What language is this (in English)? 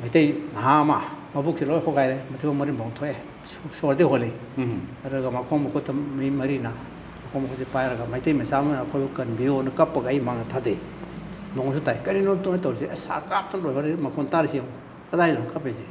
Manipuri